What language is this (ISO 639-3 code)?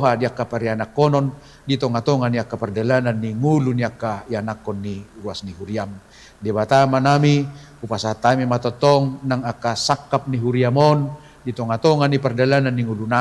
bbc